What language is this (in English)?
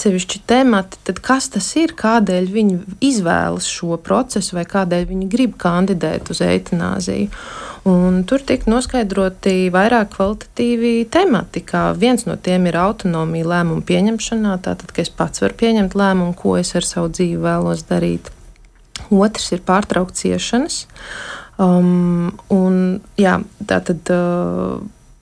Latvian